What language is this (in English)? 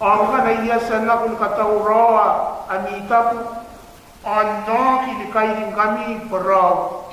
Gilbertese